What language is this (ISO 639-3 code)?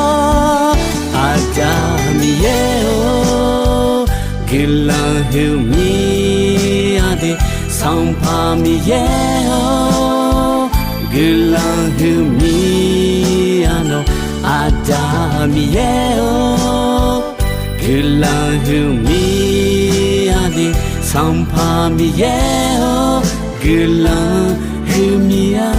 ahk